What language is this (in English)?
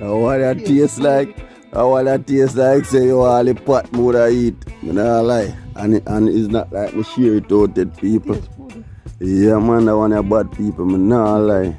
Jamaican Creole English